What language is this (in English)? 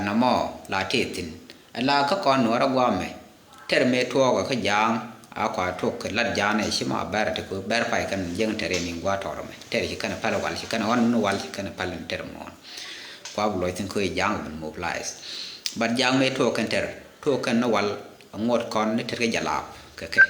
Nuer